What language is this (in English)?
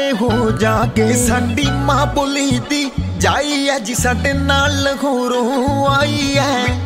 Punjabi